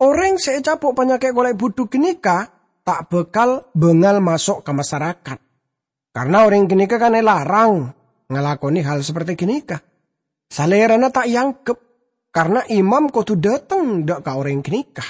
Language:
Madurese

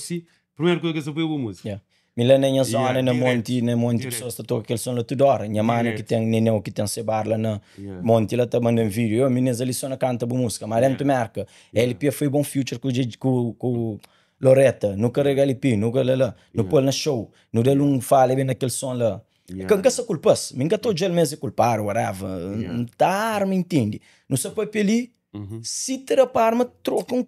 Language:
Kabuverdianu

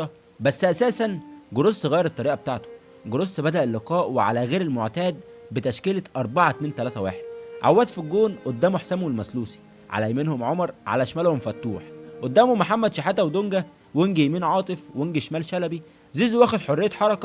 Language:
Egyptian Arabic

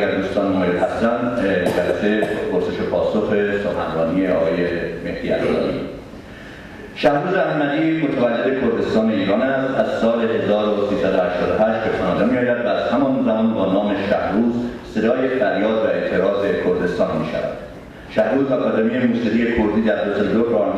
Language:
Persian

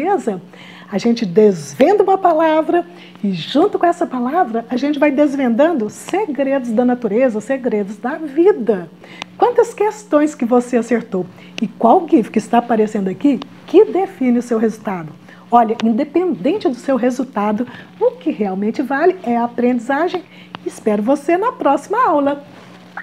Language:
Portuguese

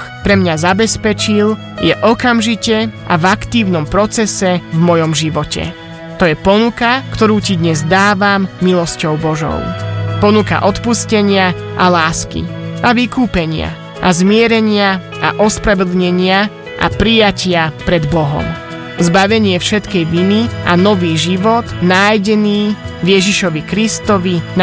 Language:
Slovak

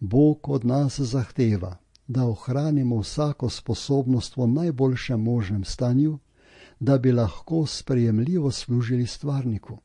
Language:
Slovenian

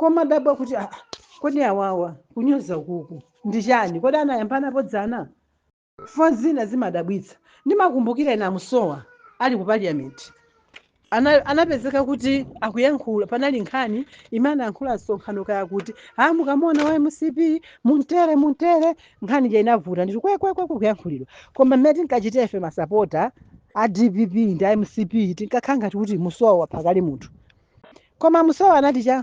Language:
Nyanja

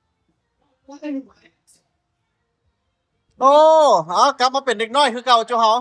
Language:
Lao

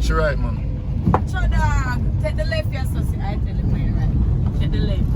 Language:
Jamaican Creole English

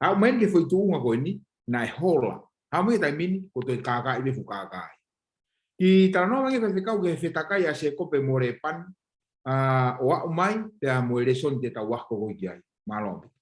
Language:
Tongan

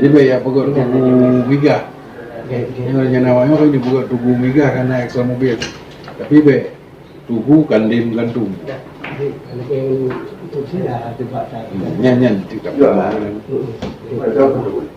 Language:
Achinese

